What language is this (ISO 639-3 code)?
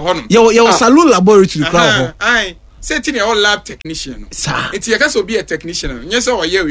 aka